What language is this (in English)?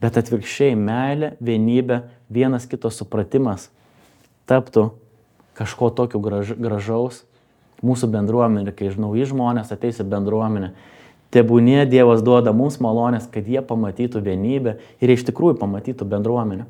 Lithuanian